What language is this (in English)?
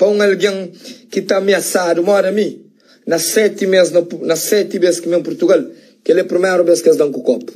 Kabuverdianu